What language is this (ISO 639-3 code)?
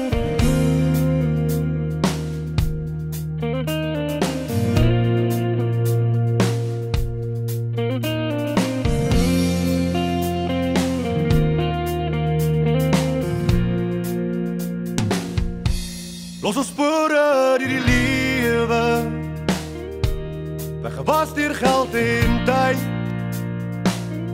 afr